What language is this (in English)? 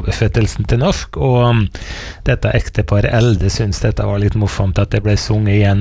Norwegian